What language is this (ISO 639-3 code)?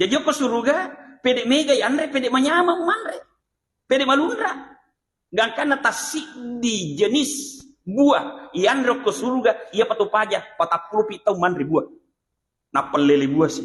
bug